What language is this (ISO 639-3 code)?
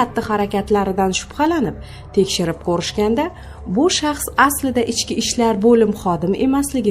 uzb